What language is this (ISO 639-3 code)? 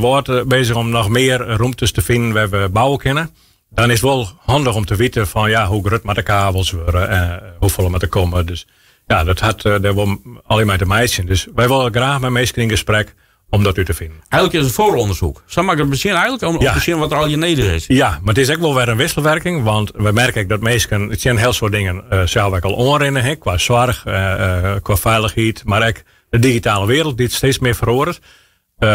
fry